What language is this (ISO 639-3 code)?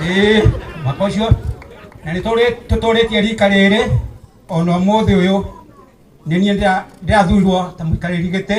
kik